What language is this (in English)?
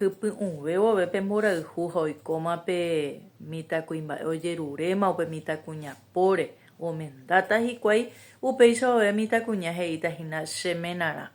Guarani